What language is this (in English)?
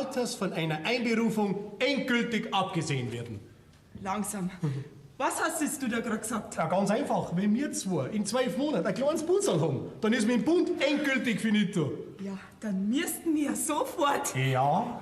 Bavarian